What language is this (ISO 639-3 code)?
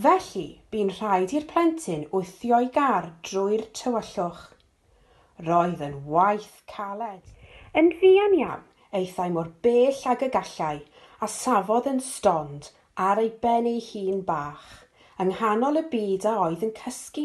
cym